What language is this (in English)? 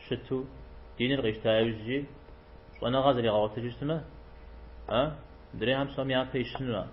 Kabardian